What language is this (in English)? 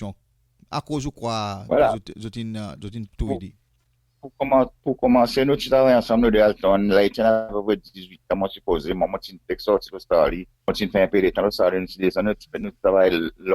Seselwa Creole French